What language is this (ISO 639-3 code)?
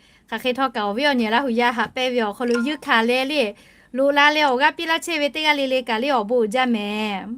lhu